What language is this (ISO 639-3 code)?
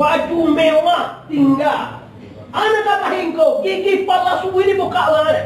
min